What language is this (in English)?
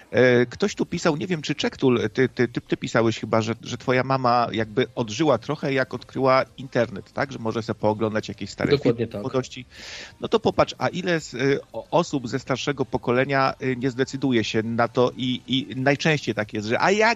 Polish